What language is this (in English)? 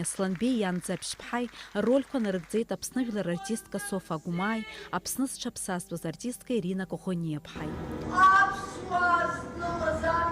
Abkhazian